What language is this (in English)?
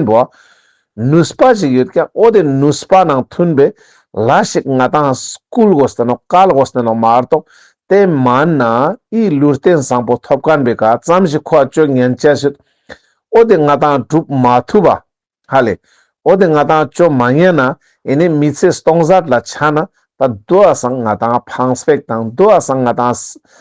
Ladakhi